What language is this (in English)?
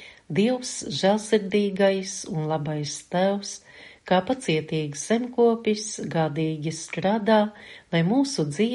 Latvian